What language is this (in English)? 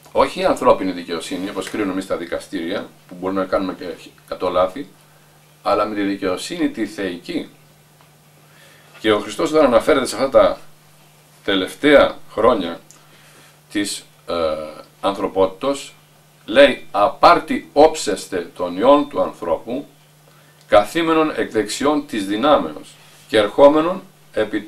Greek